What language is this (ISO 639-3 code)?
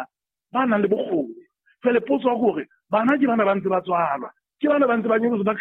sot